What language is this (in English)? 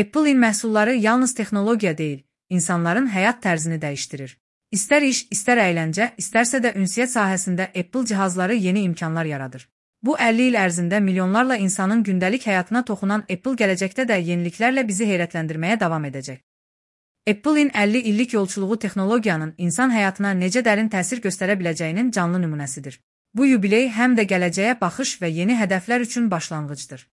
Azerbaijani